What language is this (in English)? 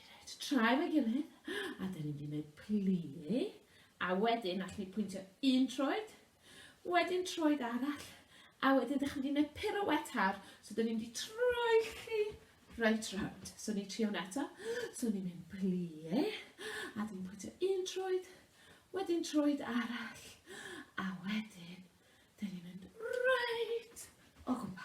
Welsh